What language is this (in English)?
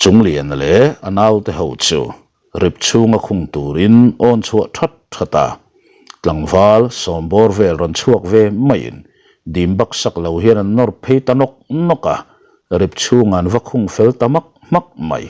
Mizo